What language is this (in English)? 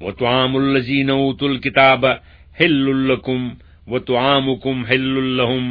Kashmiri